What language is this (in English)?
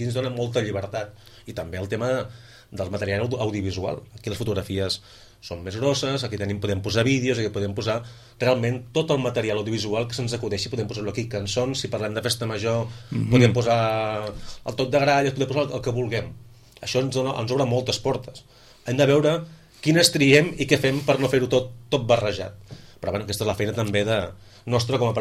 Catalan